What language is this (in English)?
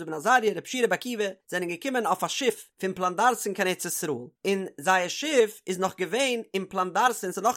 Yiddish